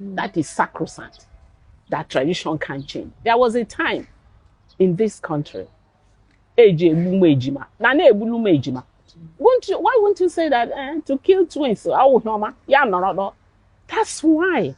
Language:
Igbo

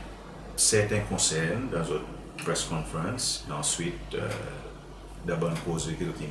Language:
Seselwa Creole French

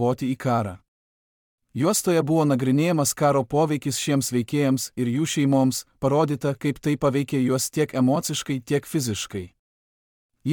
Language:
Lithuanian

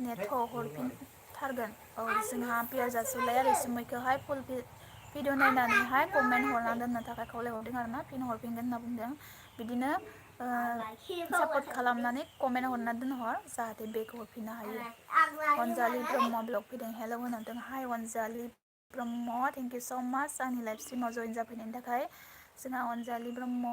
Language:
Bodo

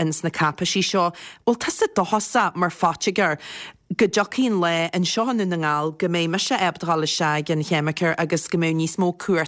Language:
Irish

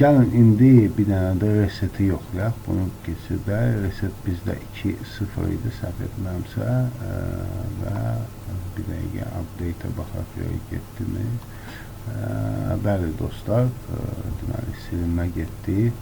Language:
Azerbaijani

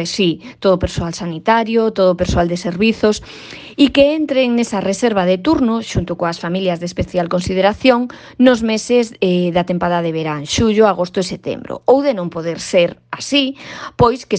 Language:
Galician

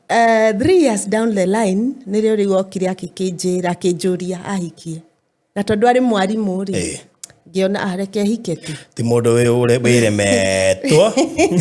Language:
Kikuyu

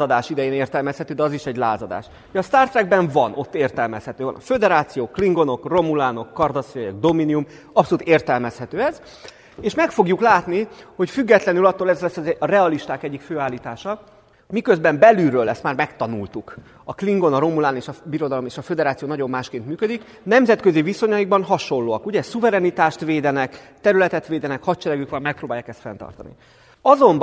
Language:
Hungarian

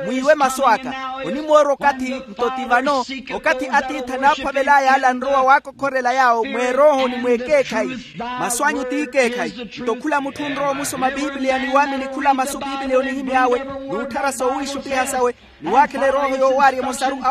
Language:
Makhuwa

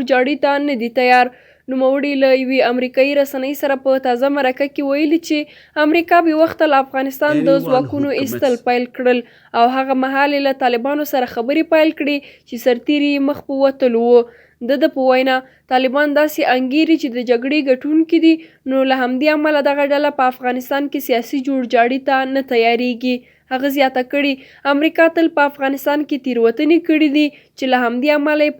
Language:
Pashto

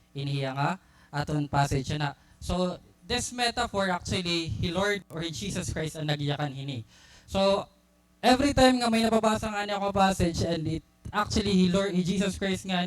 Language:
Waray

